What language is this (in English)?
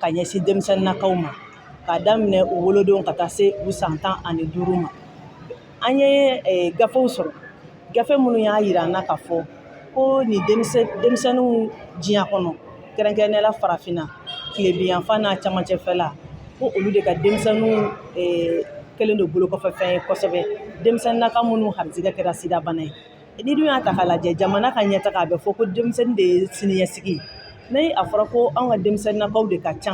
Bambara